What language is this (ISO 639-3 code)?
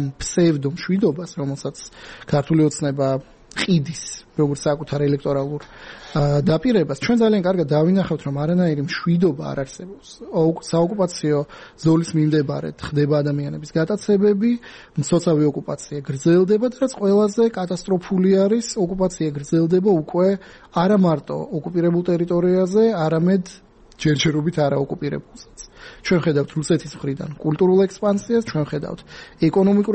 kat